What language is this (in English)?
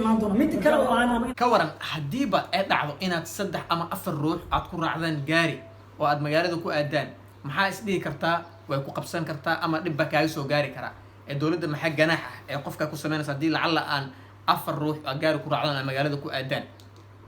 Somali